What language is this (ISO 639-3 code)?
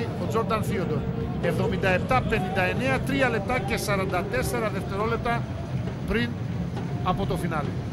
ell